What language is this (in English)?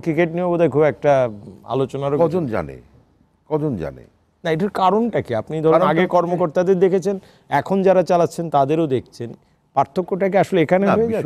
Bangla